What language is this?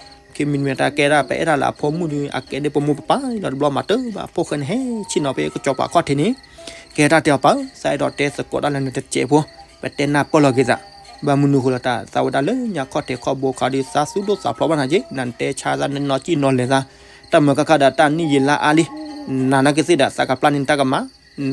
S'gaw Karen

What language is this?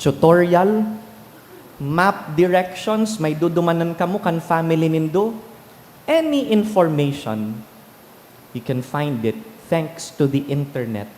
Bikol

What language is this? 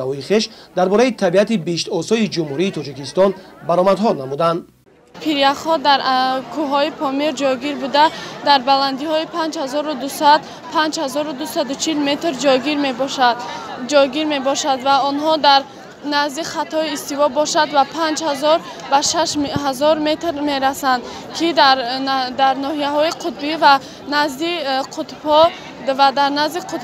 Tajik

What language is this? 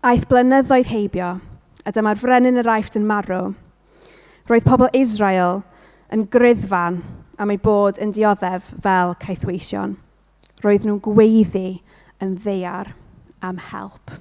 Welsh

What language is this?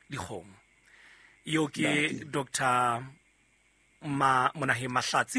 Southern Sotho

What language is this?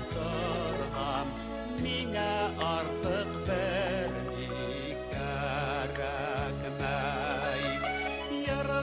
Bashkir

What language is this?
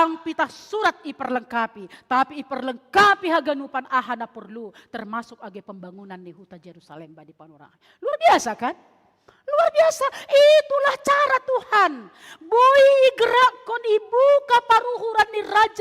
Batak Simalungun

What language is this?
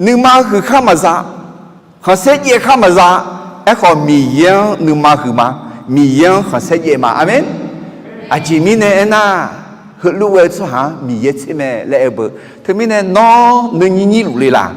Akha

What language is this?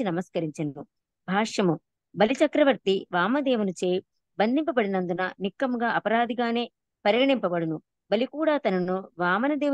Telugu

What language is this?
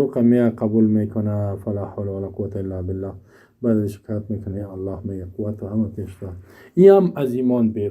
Persian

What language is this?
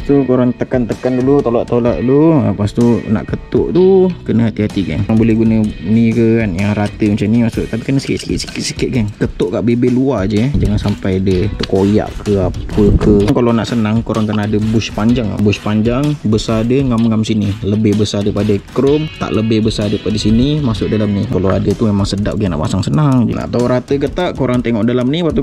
Malay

